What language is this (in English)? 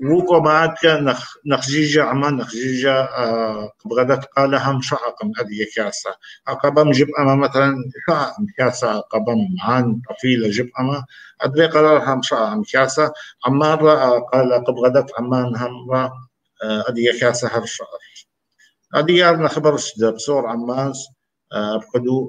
Kabardian